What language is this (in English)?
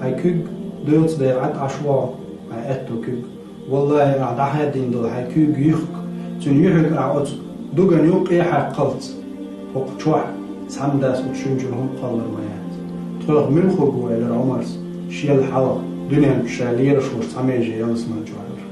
Chechen